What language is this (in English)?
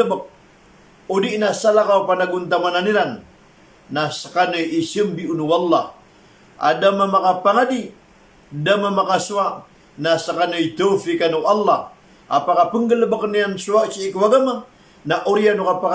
Maranao